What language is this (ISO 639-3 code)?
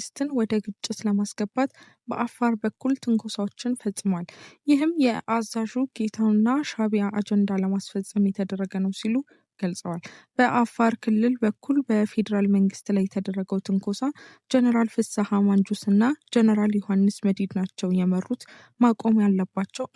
amh